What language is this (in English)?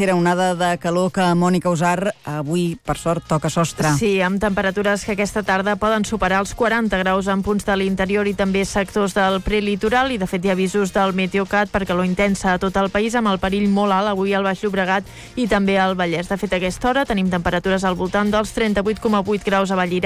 Catalan